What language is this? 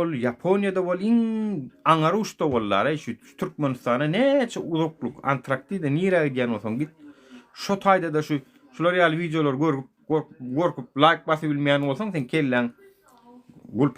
Turkmen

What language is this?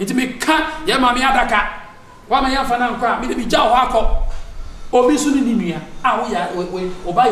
Akan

